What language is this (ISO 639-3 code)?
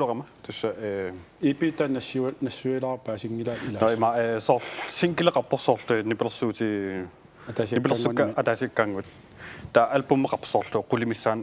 kal